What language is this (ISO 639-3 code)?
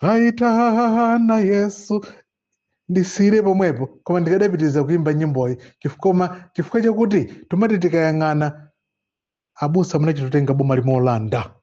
nya